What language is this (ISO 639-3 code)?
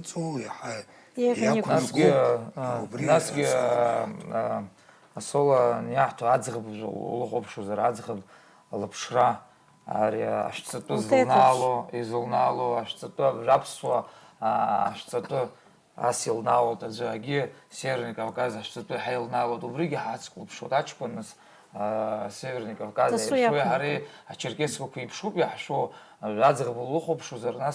abk